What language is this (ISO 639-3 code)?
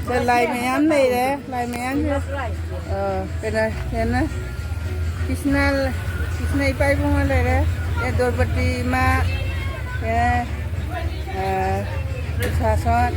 mni